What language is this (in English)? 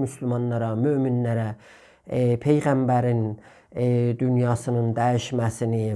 South Azerbaijani